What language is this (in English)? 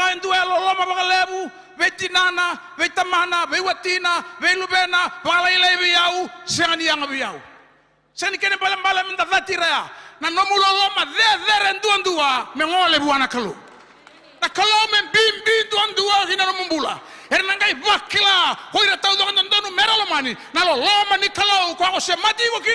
Fijian